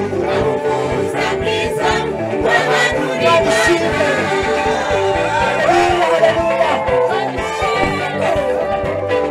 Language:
Kinyarwanda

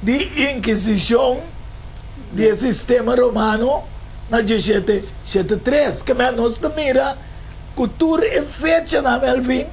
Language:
Papiamento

